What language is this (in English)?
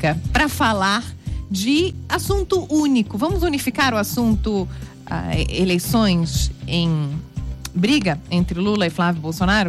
Portuguese